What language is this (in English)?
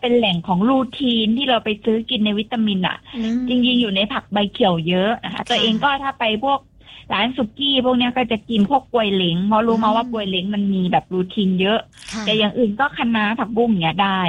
Thai